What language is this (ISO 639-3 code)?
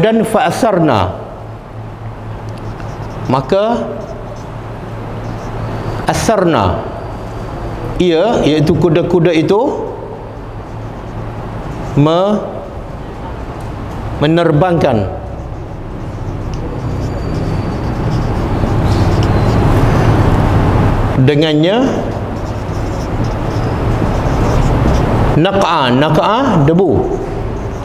msa